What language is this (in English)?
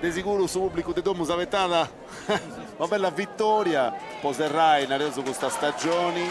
Sardinian